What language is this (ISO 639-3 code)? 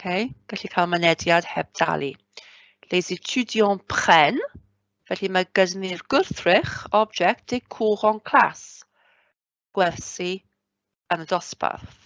cym